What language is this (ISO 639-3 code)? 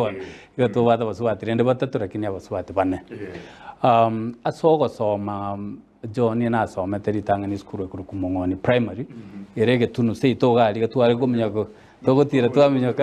guz